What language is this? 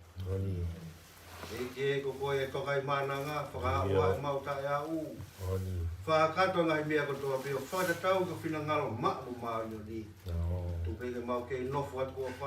Tongan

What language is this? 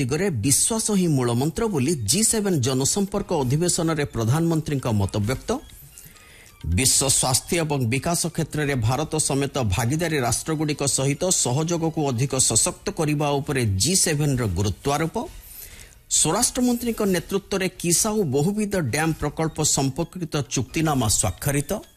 Odia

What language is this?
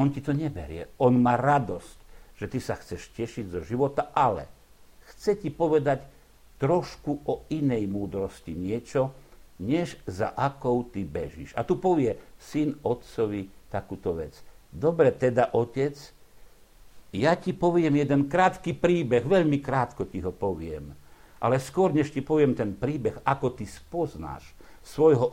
Slovak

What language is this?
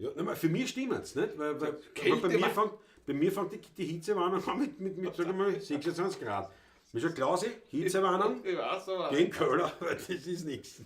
Bavarian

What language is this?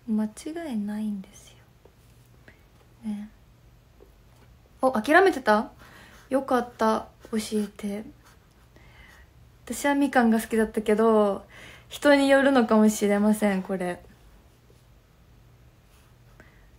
Japanese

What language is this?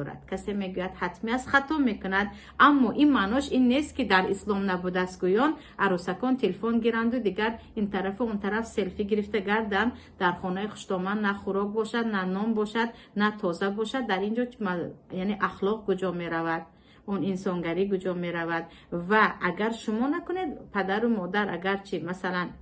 Tajik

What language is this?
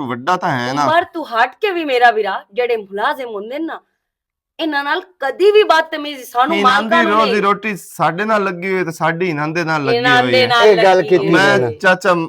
Western Panjabi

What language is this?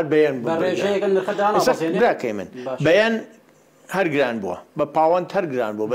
Central Kurdish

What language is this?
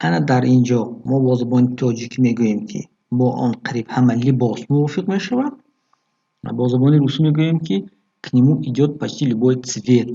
Tajik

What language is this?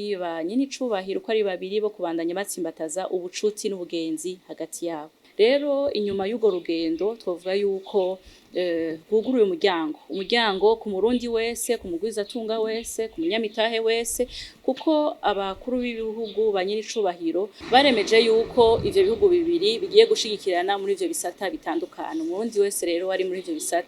Rundi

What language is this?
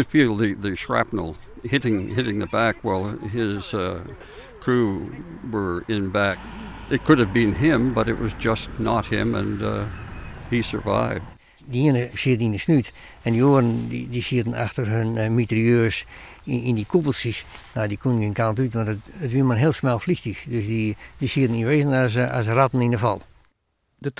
Western Frisian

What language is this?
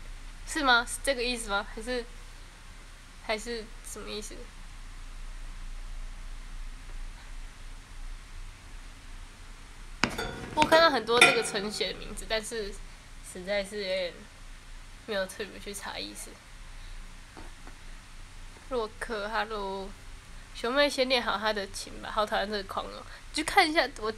Chinese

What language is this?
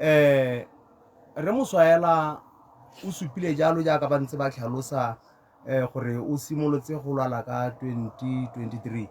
Tswana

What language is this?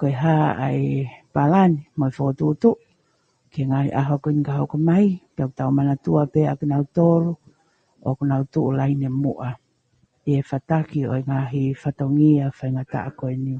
Tongan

